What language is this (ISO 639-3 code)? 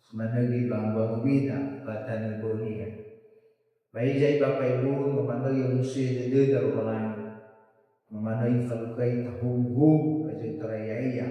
nia